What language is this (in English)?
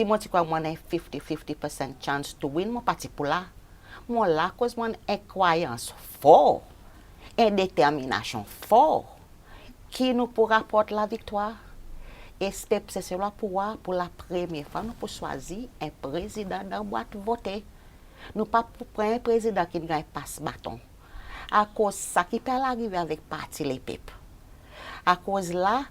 Seselwa Creole French